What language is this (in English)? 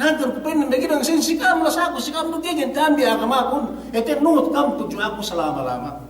Yakan